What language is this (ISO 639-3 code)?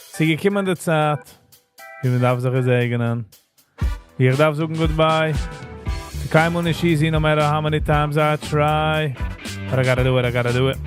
yid